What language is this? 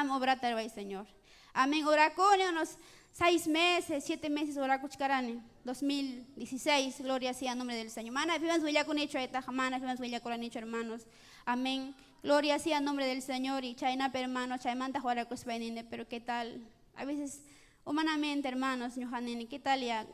Ayacucho Quechua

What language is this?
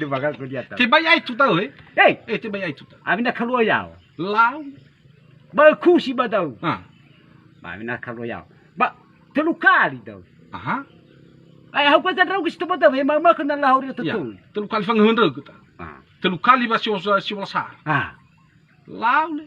Nias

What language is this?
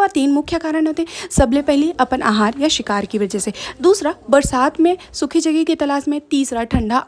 Chhattisgarhi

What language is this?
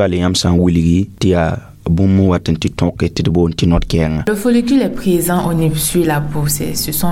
Mossi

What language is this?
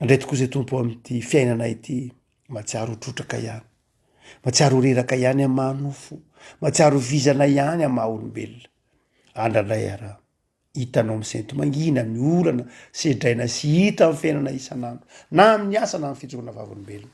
Malagasy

